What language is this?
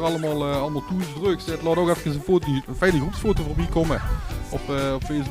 Limburgish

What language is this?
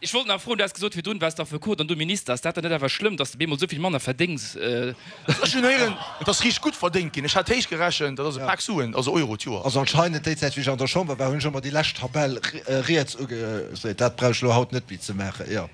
Luxembourgish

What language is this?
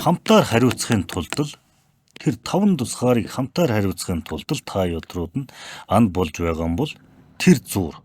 Mongolian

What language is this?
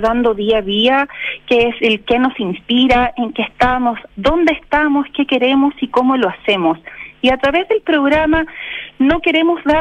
Spanish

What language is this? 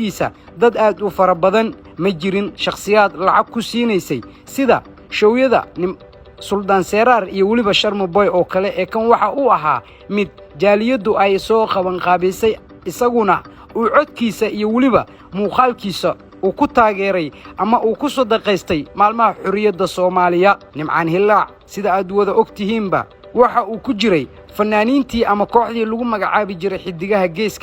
Somali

